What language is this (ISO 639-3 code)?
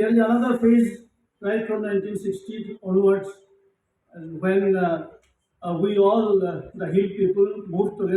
mjw